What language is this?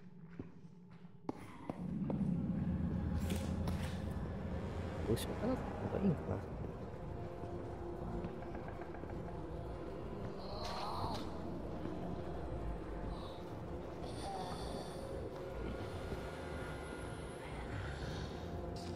Japanese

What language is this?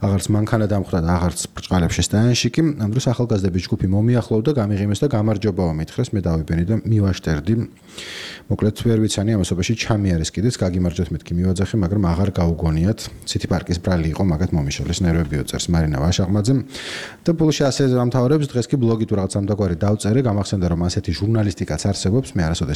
Georgian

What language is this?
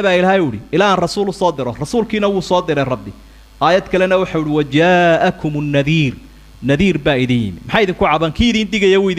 Somali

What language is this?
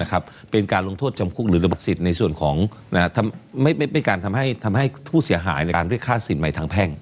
Thai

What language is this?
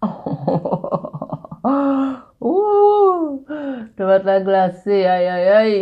Haitian Creole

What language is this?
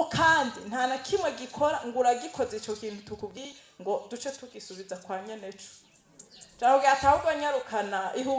Rundi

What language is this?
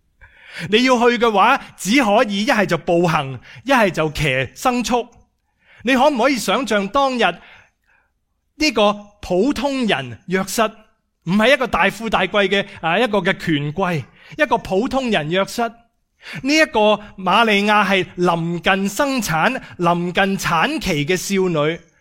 Cantonese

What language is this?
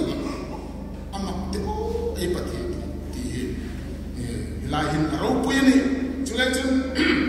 Hmar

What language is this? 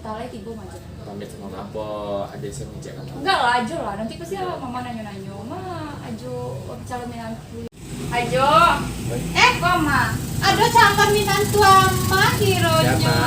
Minangkabau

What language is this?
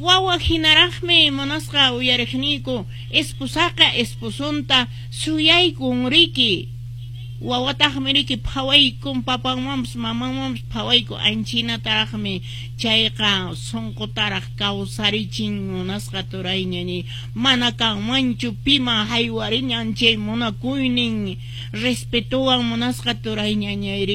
Quechua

